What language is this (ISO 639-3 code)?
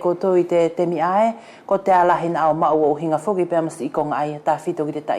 wls